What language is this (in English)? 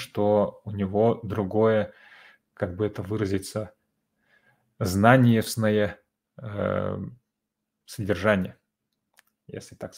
Russian